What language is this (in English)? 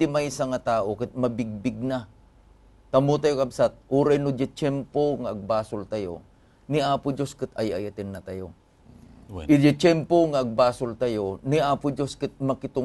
Iloko